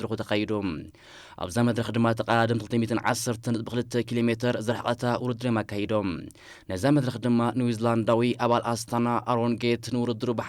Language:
Tigrinya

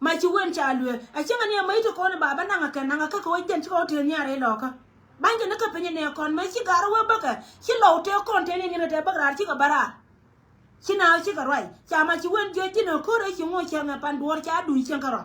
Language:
Nuer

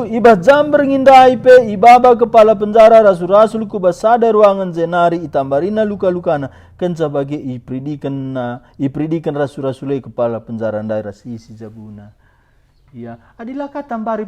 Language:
Batak Karo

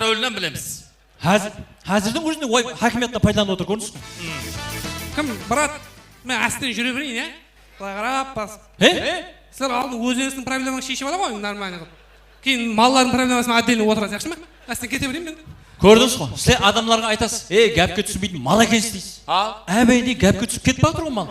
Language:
Kara-Kalpak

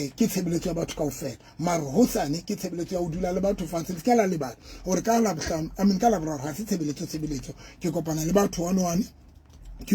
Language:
Southern Sotho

